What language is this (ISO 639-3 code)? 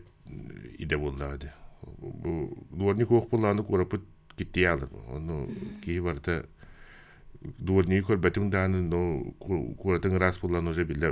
sah